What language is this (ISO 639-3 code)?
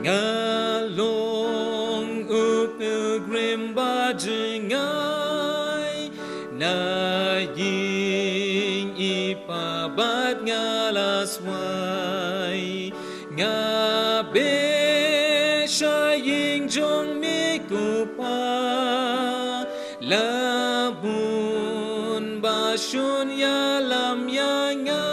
kha